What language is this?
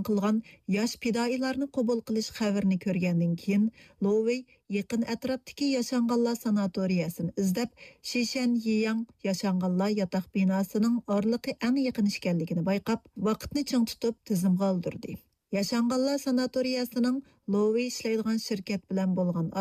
Uyghur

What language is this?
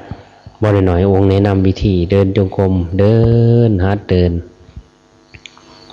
Lao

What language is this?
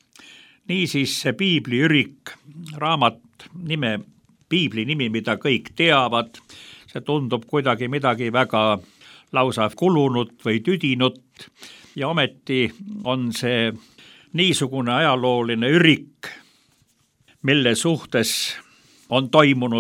Estonian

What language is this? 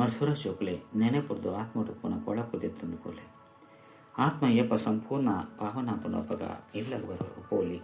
Tulu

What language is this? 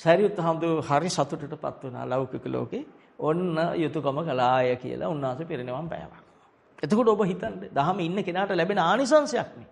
Sinhala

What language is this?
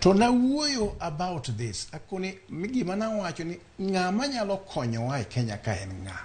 Luo (Kenya and Tanzania)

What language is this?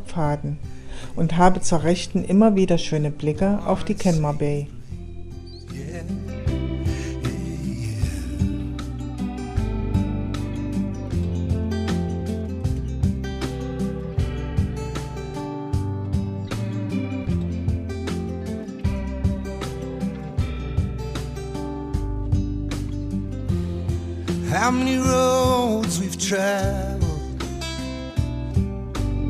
German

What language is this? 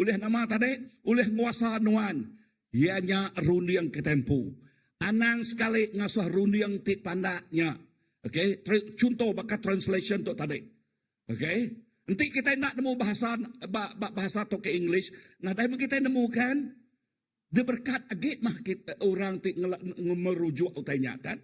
Iban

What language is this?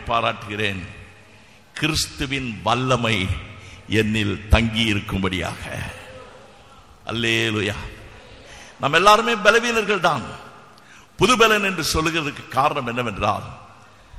Tamil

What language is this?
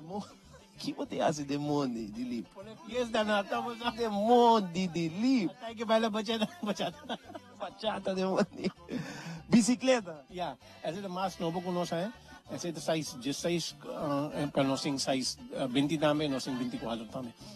Papiamento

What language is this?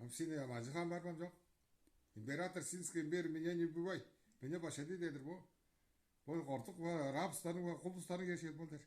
Tuvinian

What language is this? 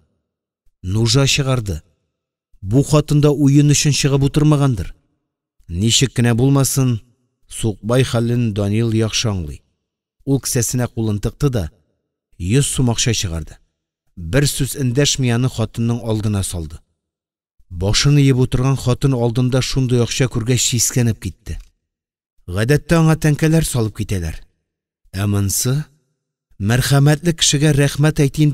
Tatar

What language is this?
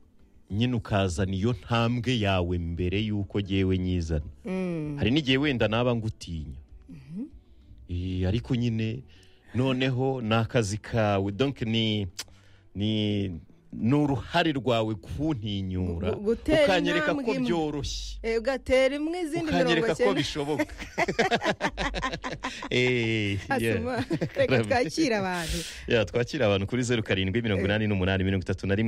Kinyarwanda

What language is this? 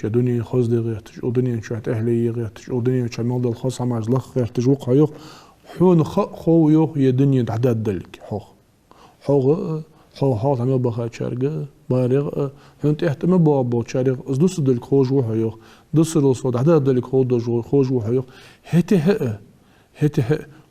Ingush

